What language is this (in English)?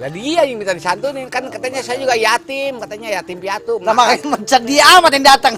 Betawi